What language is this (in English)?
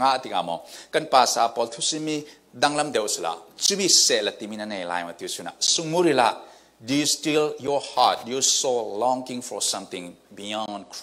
Falam Chin